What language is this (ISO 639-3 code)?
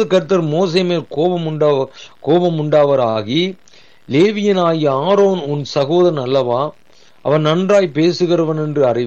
tam